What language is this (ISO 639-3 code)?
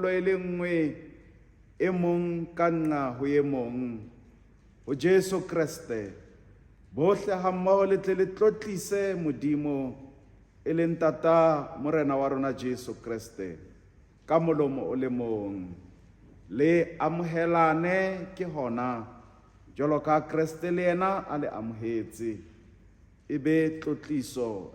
sot